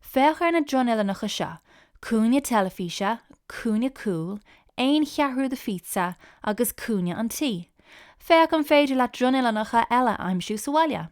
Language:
Irish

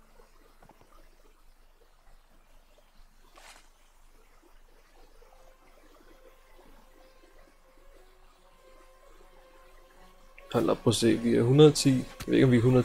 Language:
Danish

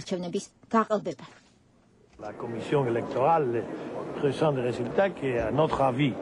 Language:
Georgian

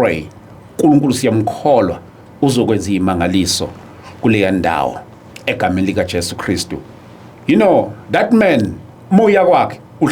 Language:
Zulu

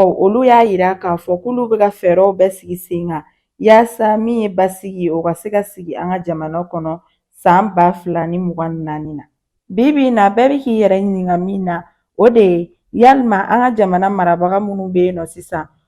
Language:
Bambara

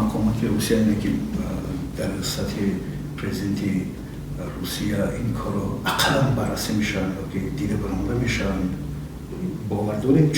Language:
Tajik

